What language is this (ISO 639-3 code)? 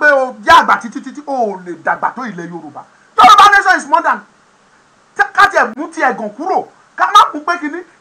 yor